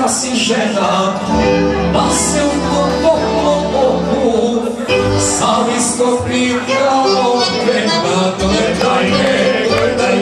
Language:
Serbian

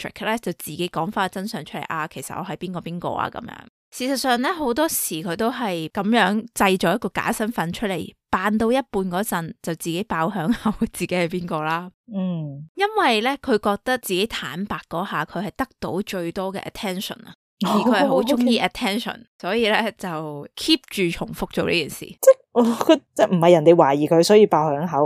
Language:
Cantonese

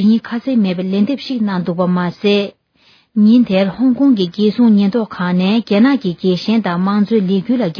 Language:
Tibetan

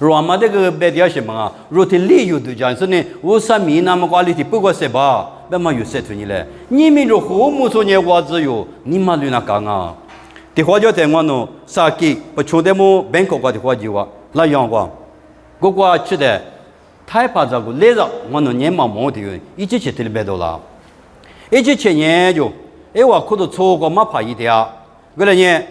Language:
Lisu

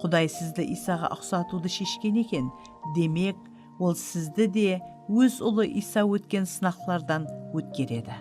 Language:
Kara-Kalpak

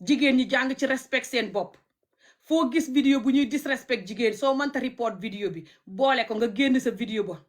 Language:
Wolof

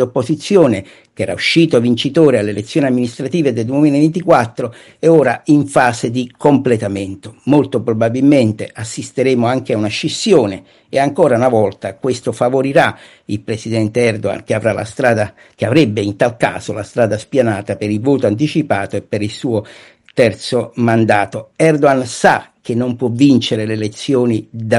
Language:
Italian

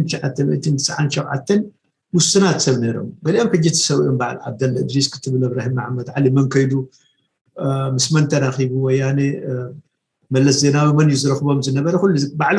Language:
Tigrinya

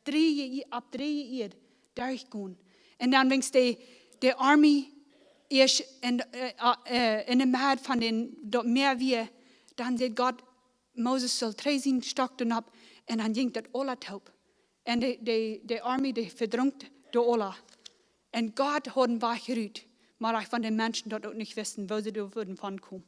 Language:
Plautdietsch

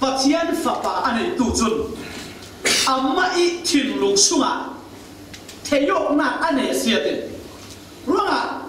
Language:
Falam Chin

